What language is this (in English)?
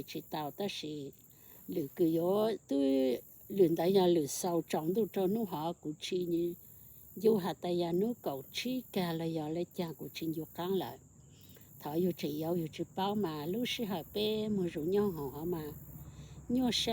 Hmong